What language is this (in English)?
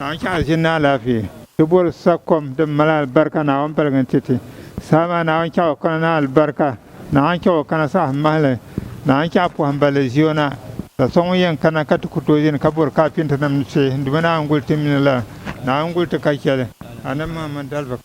Dagbani